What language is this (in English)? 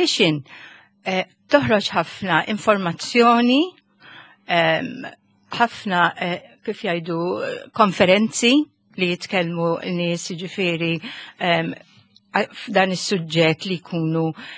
Maltese